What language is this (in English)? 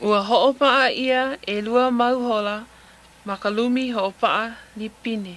Hawaiian